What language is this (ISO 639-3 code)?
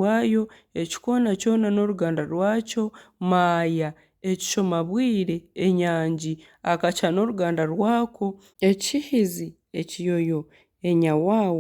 nyn